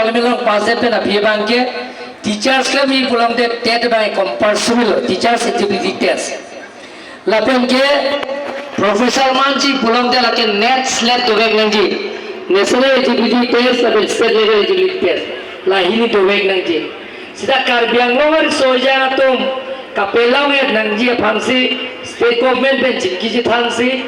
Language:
Karbi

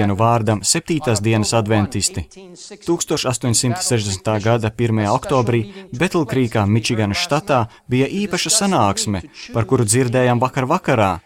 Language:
Latvian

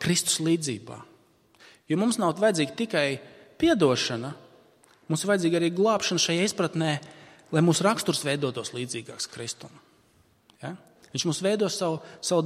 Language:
Latvian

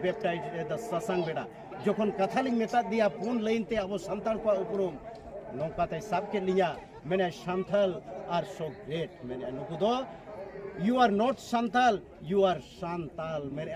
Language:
Santali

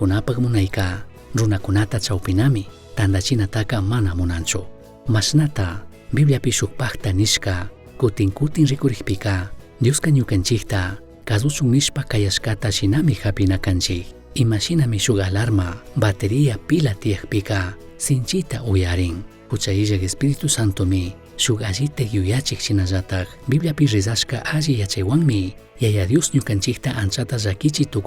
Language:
Chimborazo Highland Quichua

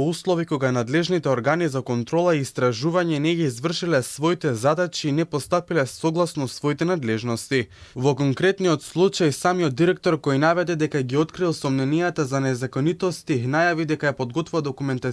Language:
Macedonian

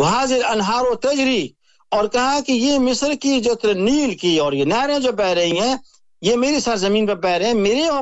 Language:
Urdu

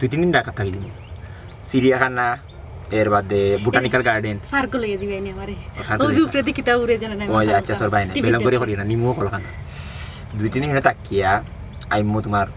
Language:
Sylheti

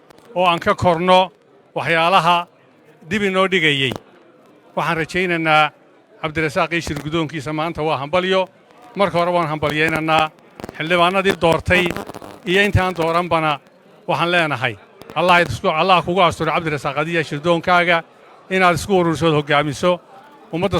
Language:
Somali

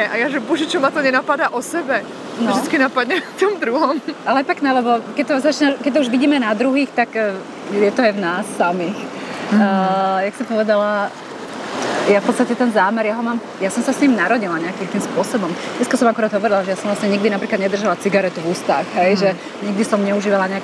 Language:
Slovak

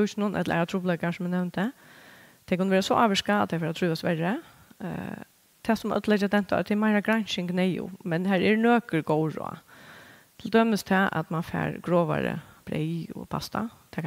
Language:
Faroese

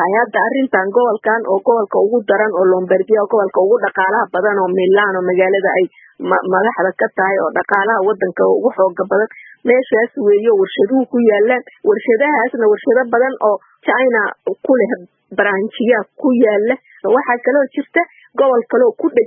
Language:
Somali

